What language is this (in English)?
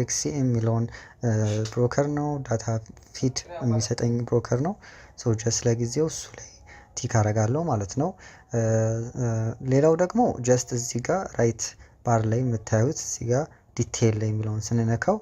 Amharic